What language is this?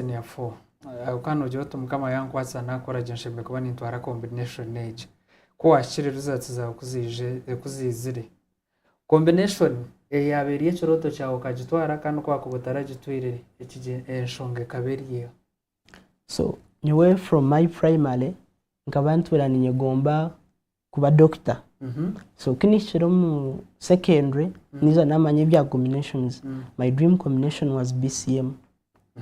Nyankole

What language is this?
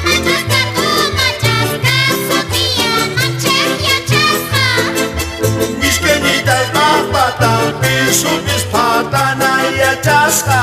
South Bolivian Quechua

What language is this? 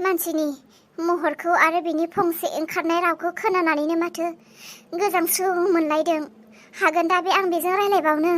Bodo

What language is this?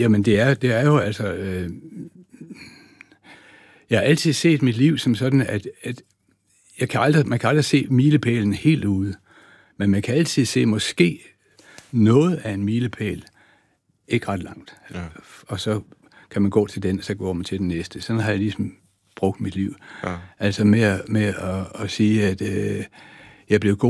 Danish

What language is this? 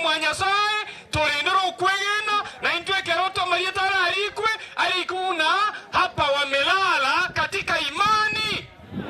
Gusii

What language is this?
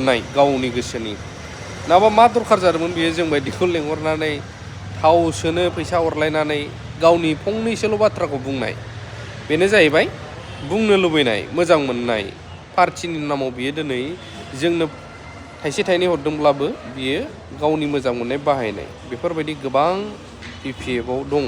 Bodo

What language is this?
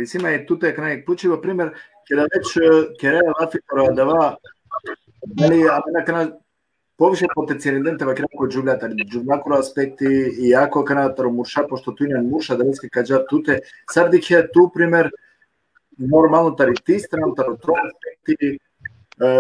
Balkan Romani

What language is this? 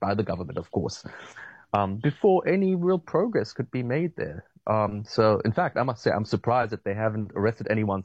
English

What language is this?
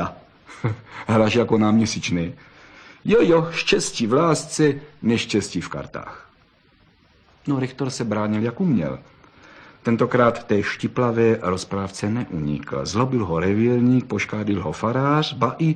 Czech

